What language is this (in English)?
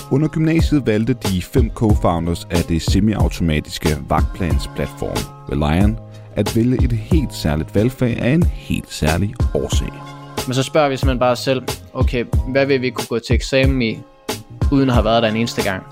Danish